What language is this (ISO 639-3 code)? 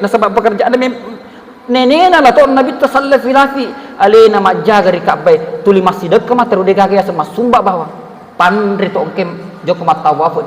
bug